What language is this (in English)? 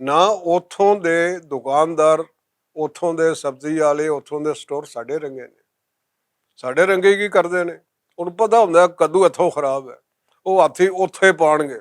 Western Panjabi